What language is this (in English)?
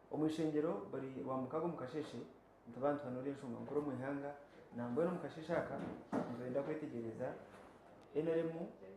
Nyankole